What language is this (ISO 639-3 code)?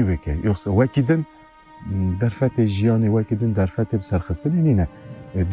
kur